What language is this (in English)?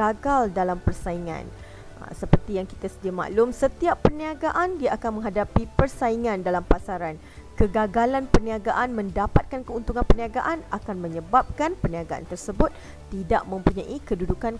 Malay